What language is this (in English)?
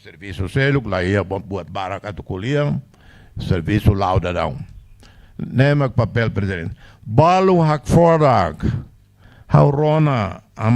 Tetum